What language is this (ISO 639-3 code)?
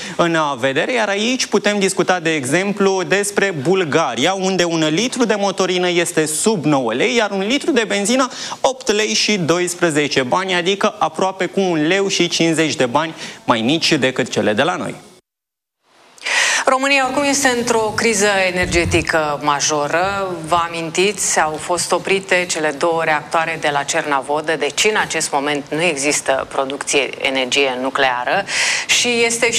ron